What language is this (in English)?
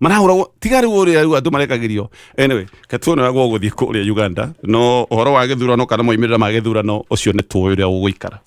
Kikuyu